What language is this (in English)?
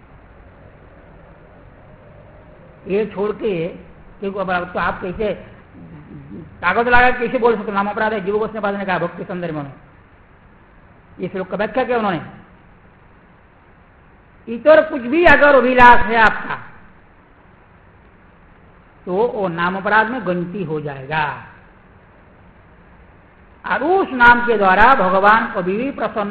Hindi